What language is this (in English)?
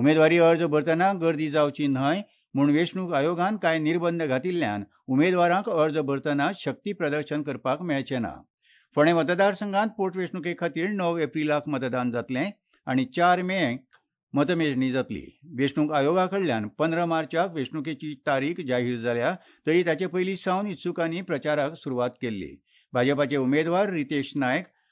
Konkani